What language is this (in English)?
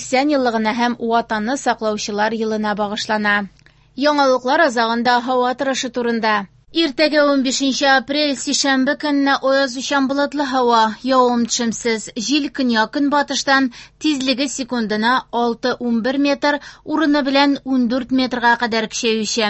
Tatar